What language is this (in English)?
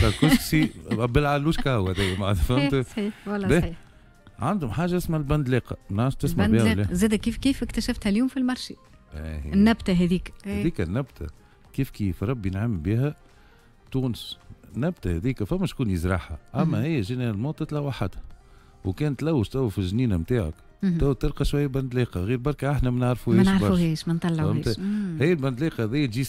Tunisian Arabic